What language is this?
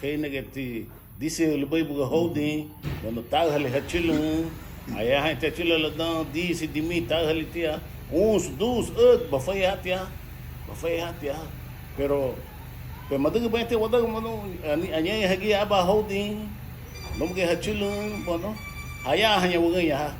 Garifuna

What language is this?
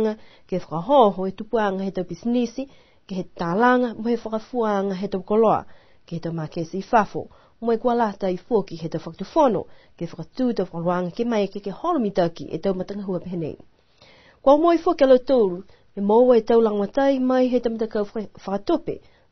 Niuean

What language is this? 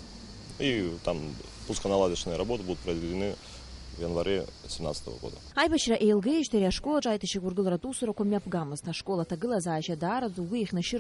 Abkhazian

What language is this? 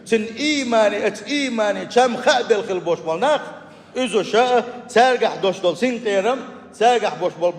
Chechen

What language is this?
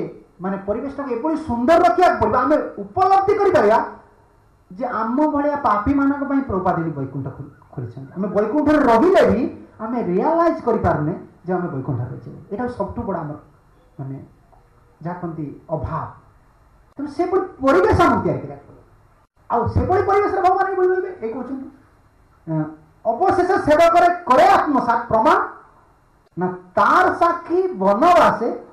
Odia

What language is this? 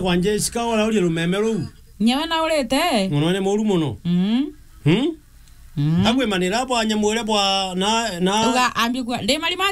Meru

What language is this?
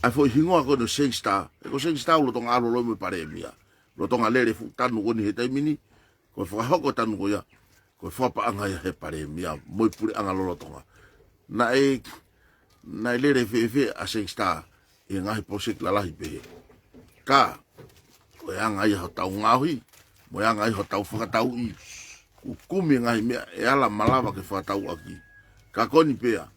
Tongan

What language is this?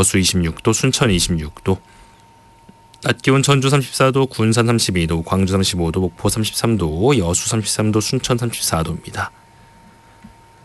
Korean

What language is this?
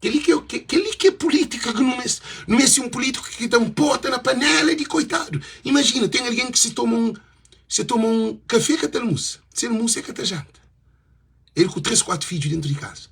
Kabuverdianu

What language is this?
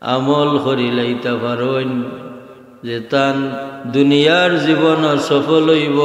Sylheti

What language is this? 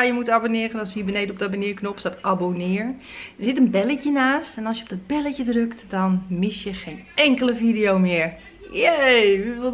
Dutch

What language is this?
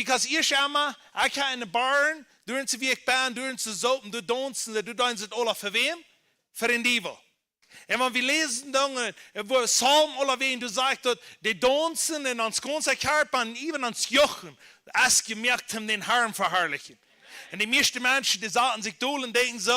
Plautdietsch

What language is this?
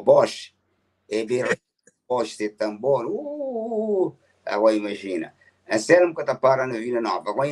Kabuverdianu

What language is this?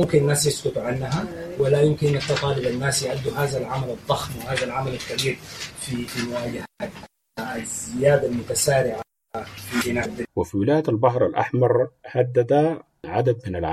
Sudanese Arabic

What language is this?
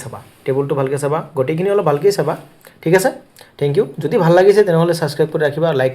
Assamese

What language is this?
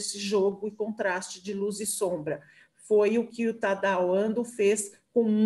Portuguese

